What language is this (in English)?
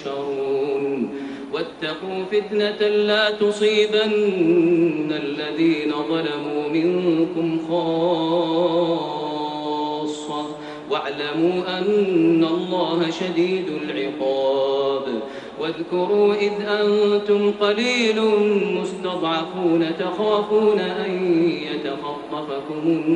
Arabic